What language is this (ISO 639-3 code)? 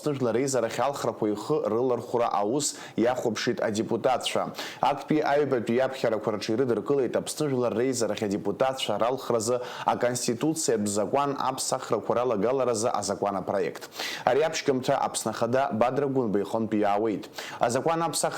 abk